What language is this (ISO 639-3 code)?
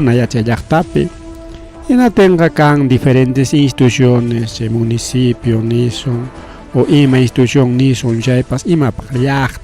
quy